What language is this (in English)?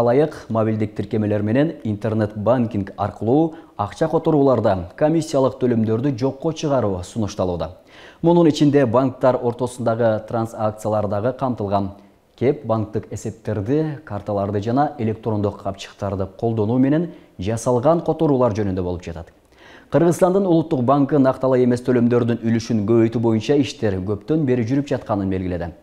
Kyrgyz